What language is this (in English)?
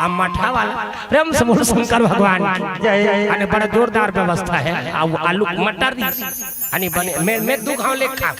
Chhattisgarhi